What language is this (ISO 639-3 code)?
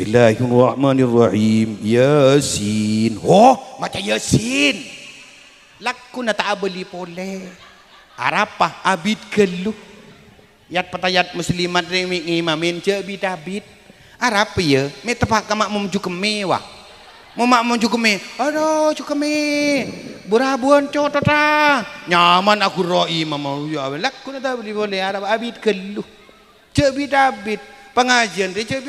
mad